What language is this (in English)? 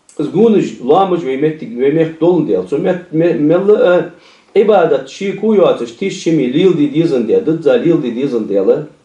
Ingush